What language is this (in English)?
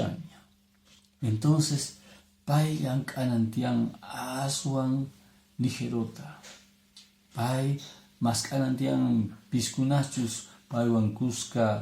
Quechua